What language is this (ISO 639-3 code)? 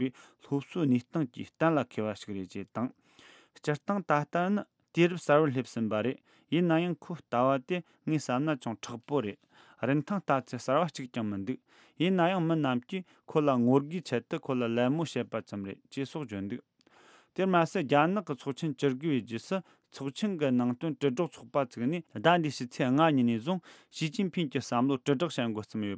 bod